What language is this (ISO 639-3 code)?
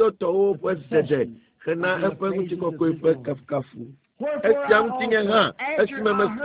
ewe